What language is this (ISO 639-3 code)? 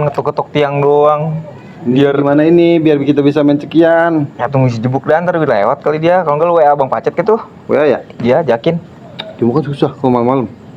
bew